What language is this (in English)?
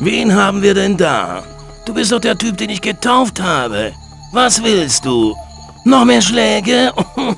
Bavarian